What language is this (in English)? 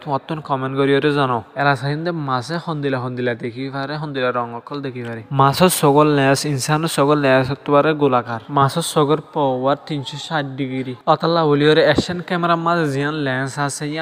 Rohingya